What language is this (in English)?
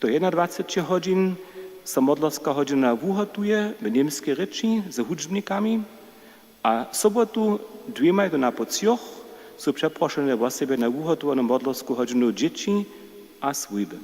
Upper Sorbian